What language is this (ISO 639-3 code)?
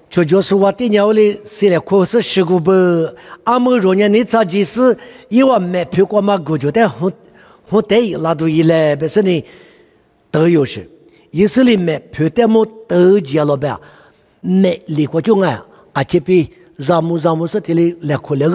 lis